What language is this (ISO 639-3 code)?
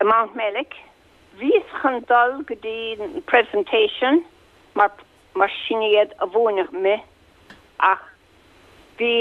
gle